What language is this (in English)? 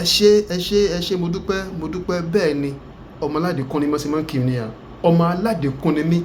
Yoruba